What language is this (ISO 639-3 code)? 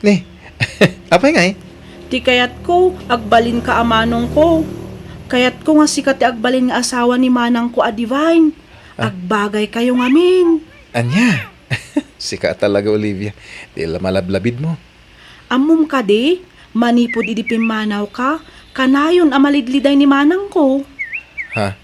ilo